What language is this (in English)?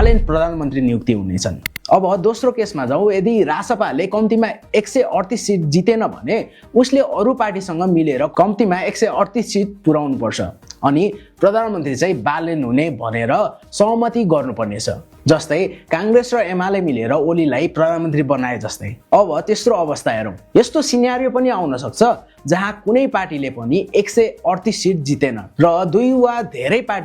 Nepali